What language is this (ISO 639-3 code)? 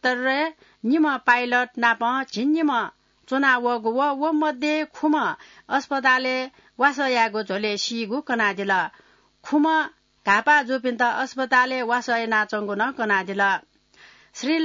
new